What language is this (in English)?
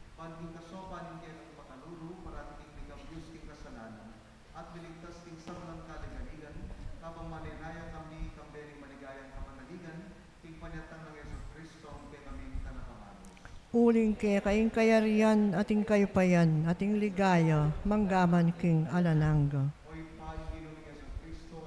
Pampanga